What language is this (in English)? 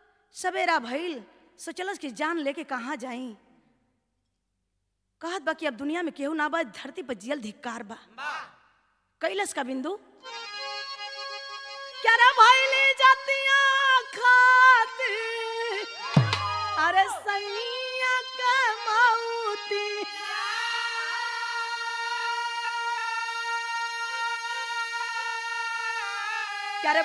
Bhojpuri